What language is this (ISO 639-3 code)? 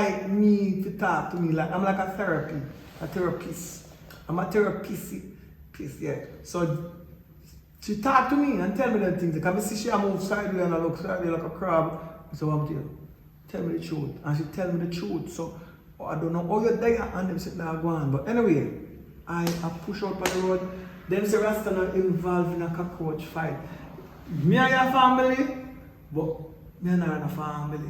jam